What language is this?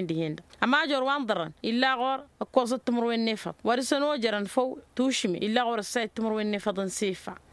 Tamasheq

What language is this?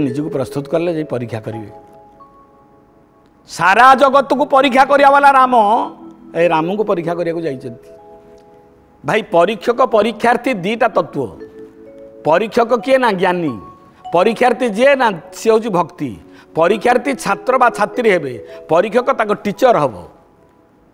Odia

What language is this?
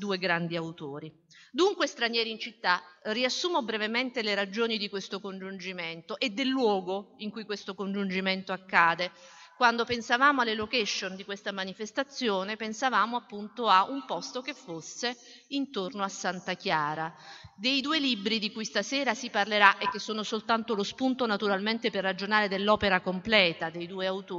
Italian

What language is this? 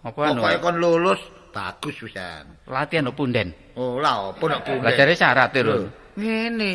Javanese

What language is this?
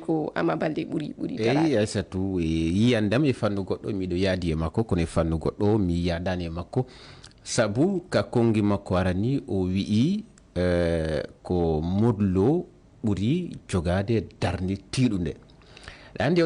Fula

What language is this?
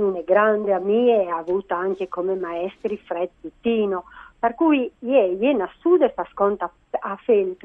Friulian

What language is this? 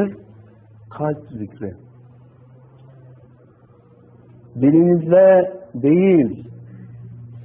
Turkish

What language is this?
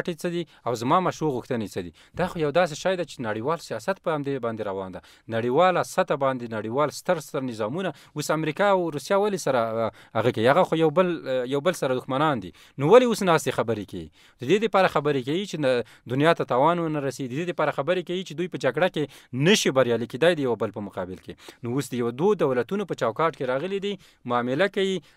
Pashto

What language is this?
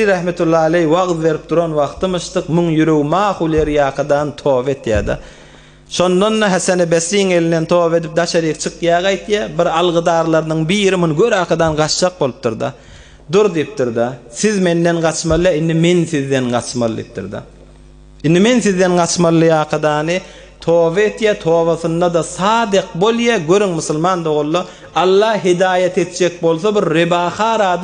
Turkmen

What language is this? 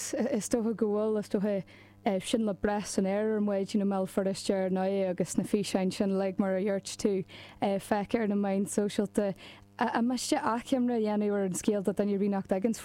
Irish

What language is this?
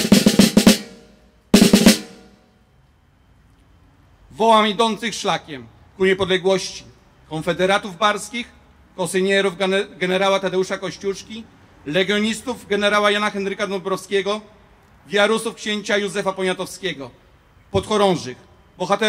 Polish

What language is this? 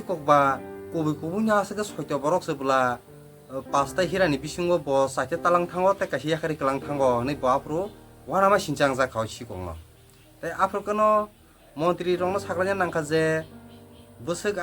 Kok Borok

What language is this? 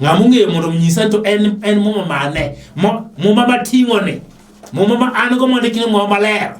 Luo (Kenya and Tanzania)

